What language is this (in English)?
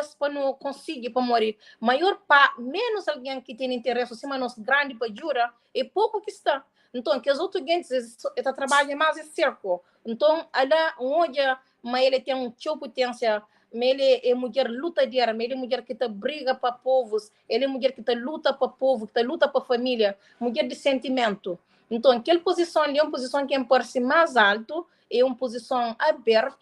Kabuverdianu